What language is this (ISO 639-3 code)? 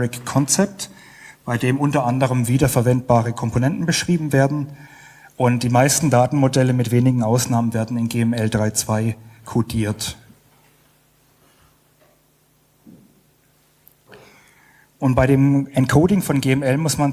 deu